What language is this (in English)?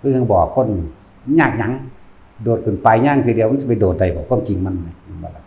Lao